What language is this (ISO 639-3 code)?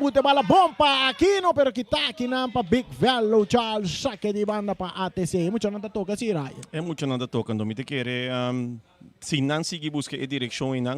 pap